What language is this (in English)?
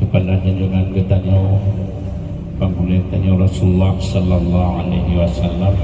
Achinese